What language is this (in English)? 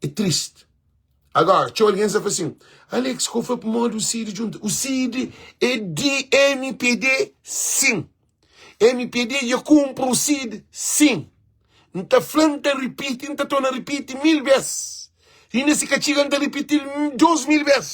Kabuverdianu